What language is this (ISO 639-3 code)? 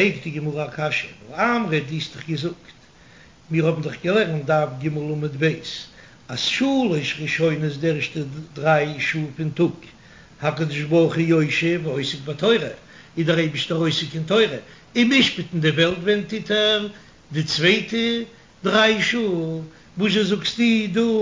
yid